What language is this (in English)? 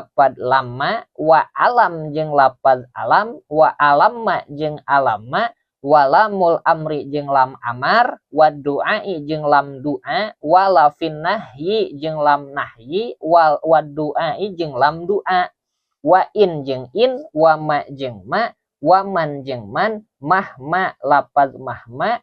Sundanese